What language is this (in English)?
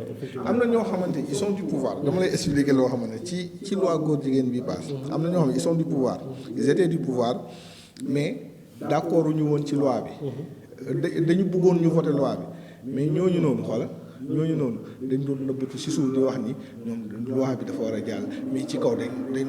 Wolof